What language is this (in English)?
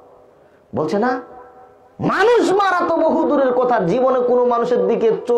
Bangla